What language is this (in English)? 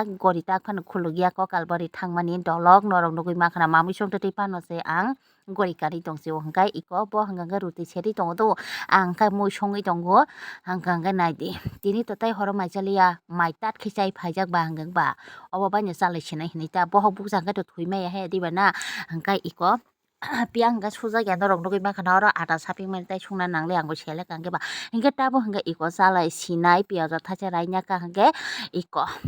Kok Borok